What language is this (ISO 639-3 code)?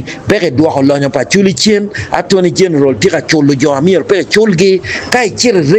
ach